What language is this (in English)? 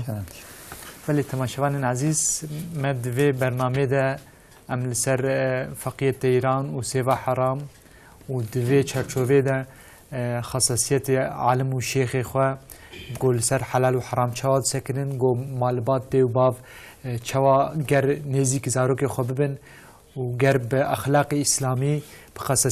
Kurdish